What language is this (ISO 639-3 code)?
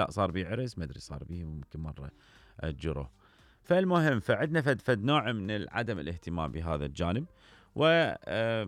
acm